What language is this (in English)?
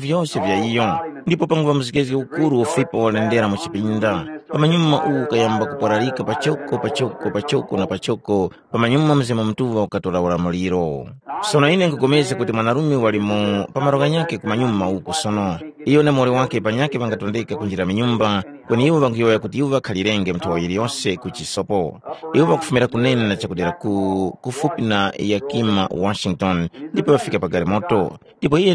Tumbuka